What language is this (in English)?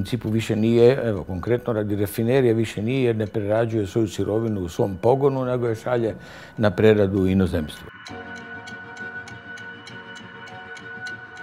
Croatian